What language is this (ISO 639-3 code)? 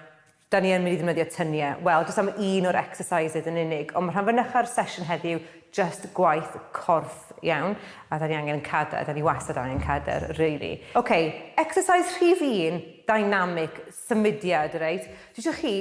cym